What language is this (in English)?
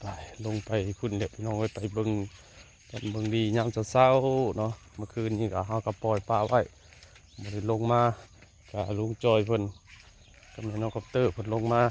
Northeastern Thai